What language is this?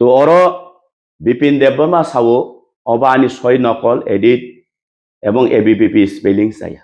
Kok Borok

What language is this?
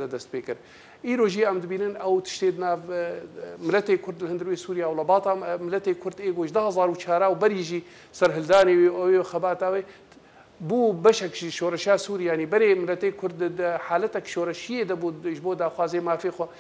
Kurdish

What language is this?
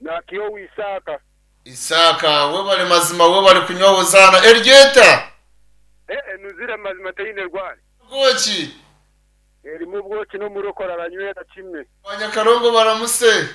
Nyankole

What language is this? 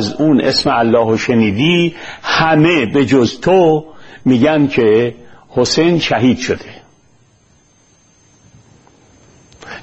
Persian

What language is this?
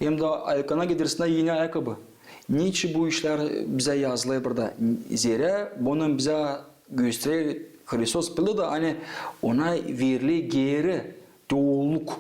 Gagauz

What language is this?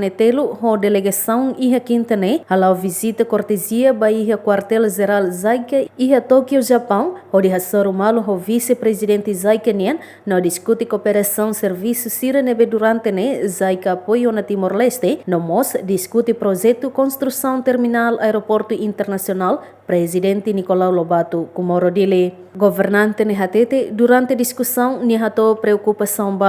Tetum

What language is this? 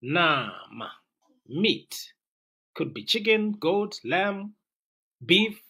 Tswana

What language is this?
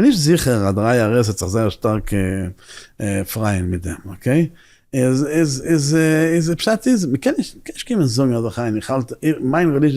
Yiddish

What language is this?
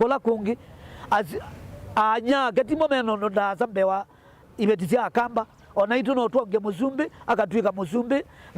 Kamba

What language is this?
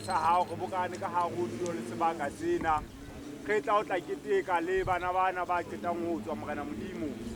Southern Sotho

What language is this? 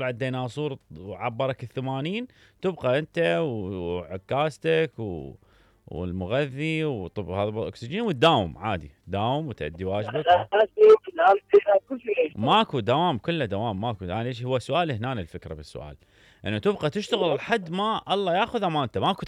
Mesopotamian Arabic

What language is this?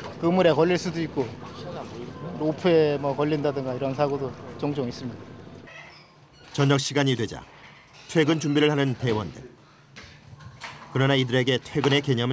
Korean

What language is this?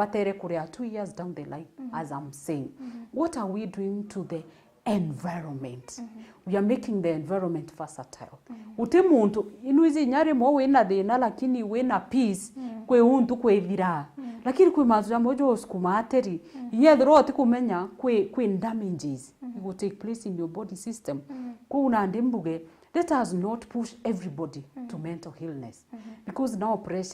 Meru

